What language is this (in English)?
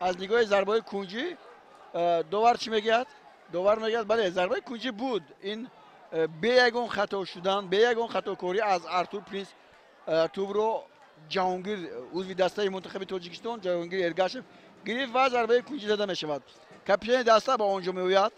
Tajik